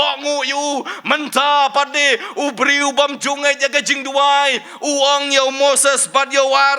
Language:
Khasi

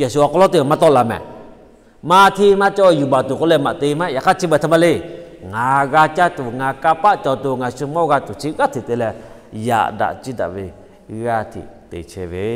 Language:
Lahu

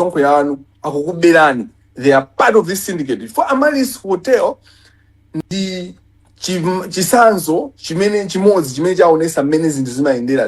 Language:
Nyanja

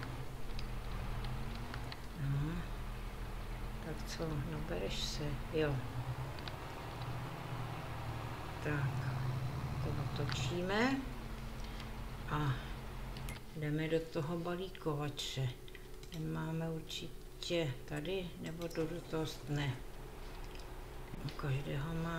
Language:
Czech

